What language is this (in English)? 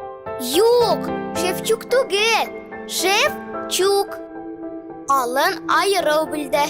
Bashkir